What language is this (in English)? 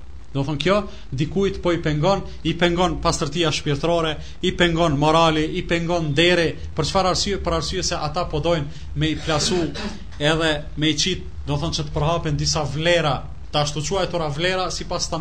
Albanian